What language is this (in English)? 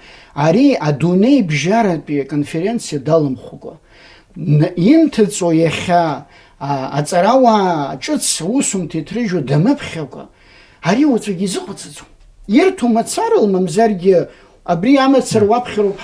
Abkhazian